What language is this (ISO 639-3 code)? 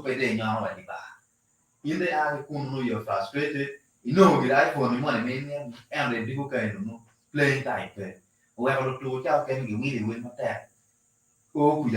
ach